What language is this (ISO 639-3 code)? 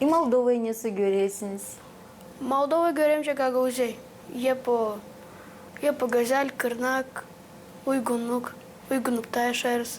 gag